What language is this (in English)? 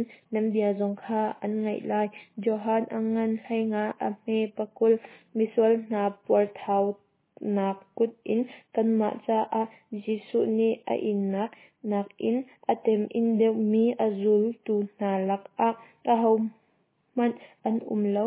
Hakha Chin